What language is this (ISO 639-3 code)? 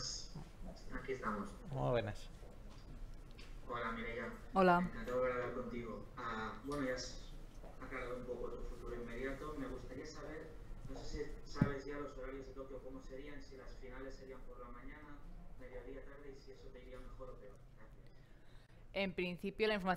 spa